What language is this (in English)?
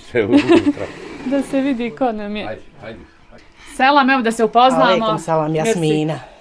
Bosnian